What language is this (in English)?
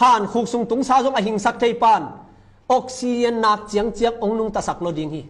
Tedim Chin